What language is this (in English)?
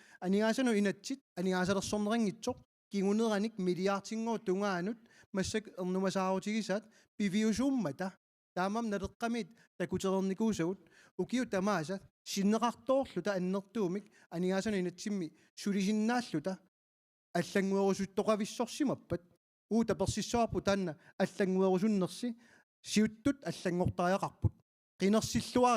Kalaallisut